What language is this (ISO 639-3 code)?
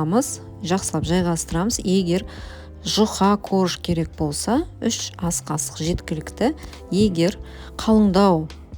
kaz